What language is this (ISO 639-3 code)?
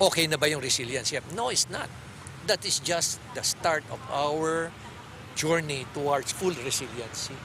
ilo